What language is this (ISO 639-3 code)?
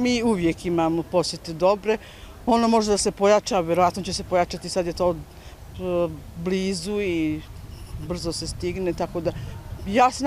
bos